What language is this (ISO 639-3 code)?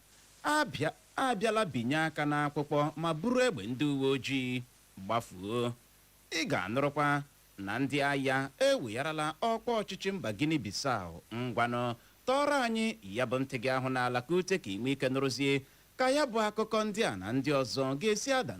ibo